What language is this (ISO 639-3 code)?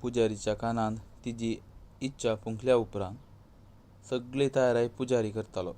kok